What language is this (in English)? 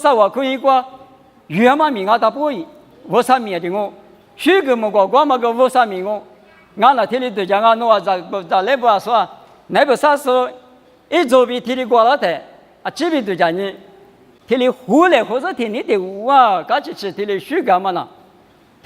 Lisu